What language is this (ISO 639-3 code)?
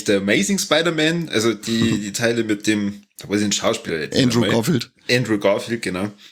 deu